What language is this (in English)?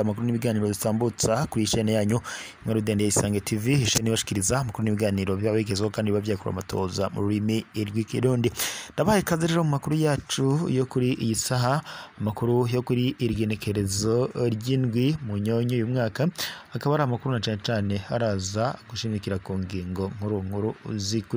Rundi